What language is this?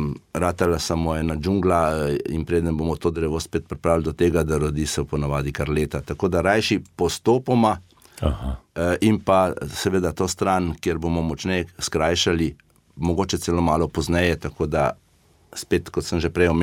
Slovenian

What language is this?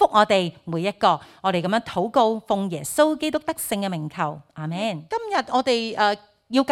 Cantonese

